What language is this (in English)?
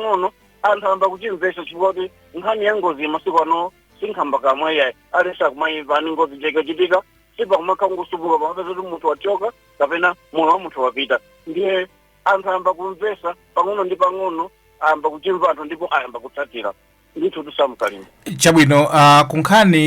Nyanja